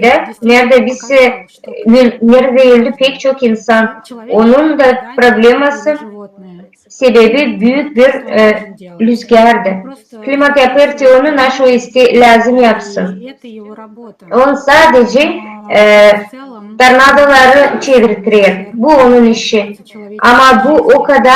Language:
Gagauz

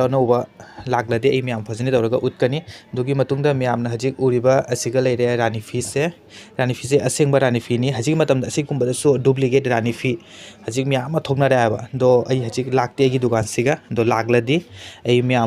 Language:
Manipuri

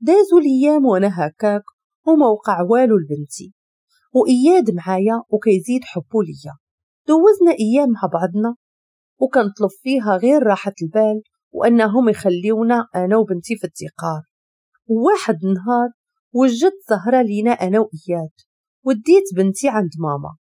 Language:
Moroccan Arabic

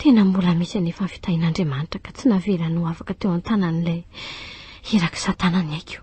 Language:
Malagasy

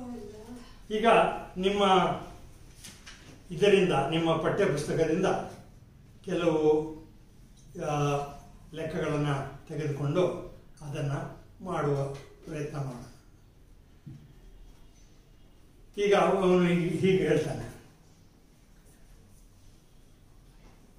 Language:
Kannada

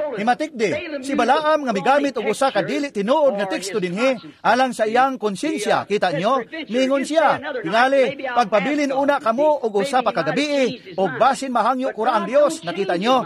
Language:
Cebuano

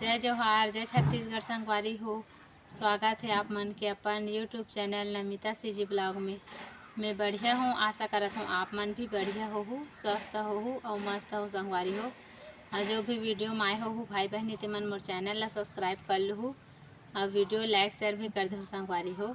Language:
Chhattisgarhi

